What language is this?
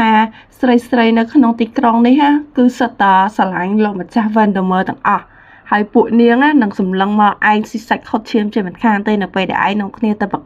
Khmer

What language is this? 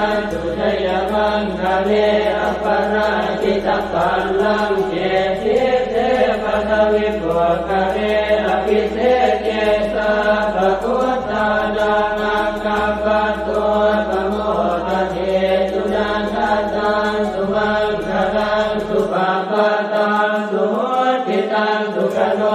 Pali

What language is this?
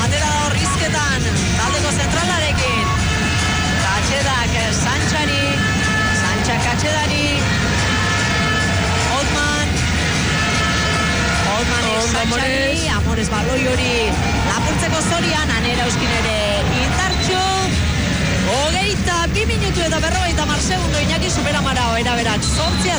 Basque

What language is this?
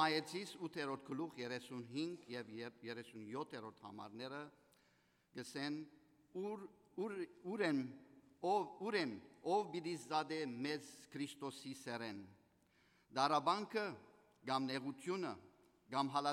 Western Armenian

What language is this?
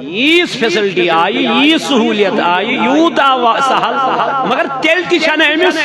Kashmiri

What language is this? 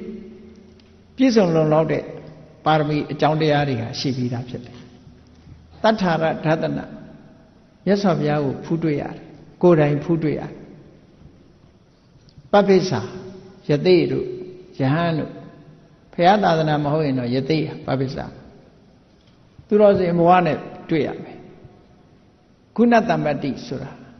Burmese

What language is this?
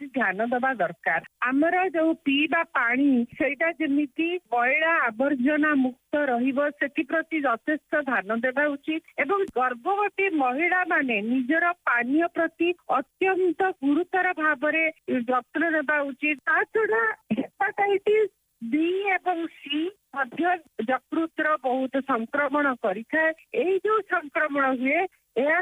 Odia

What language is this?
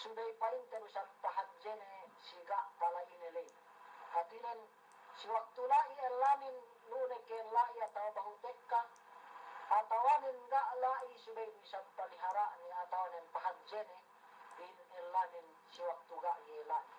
Yakan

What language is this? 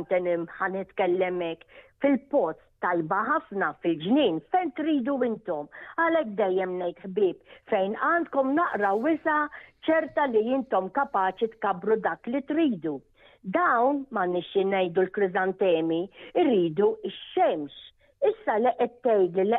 Maltese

